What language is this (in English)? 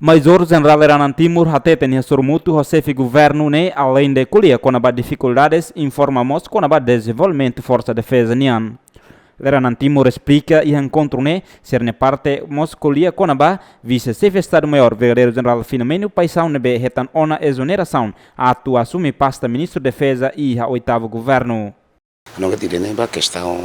Tetum